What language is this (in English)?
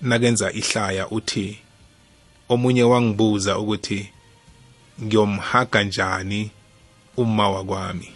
South Ndebele